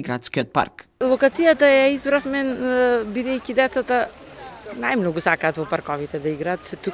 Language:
Macedonian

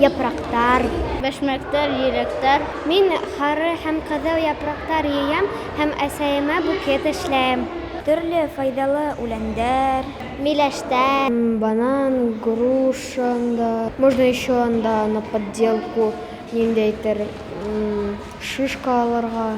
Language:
Bashkir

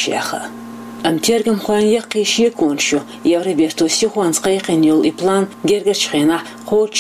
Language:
Chechen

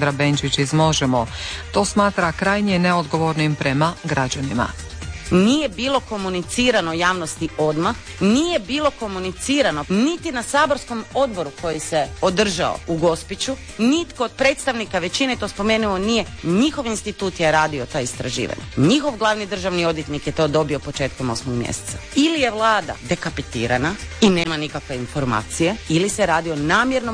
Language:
Croatian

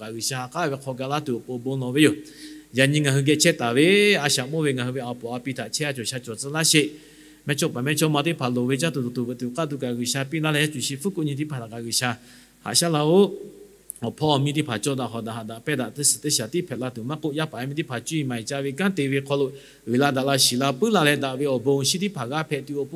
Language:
Lahu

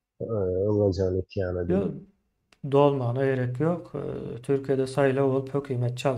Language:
Turkmen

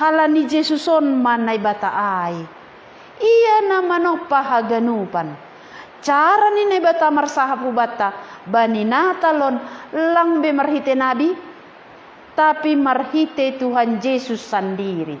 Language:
Batak Simalungun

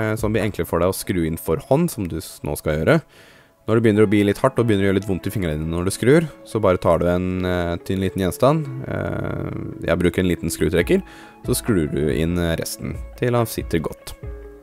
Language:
Norwegian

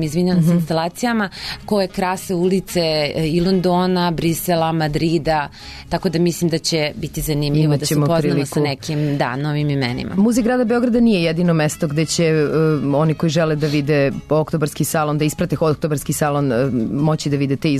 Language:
Serbian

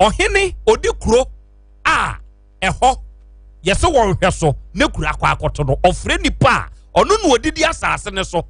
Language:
Akan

